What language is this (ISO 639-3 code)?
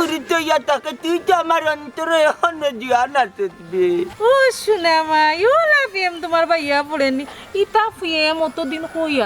syl